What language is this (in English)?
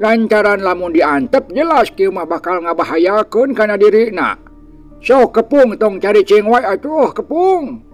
Sundanese